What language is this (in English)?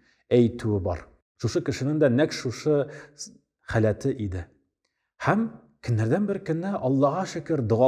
Tatar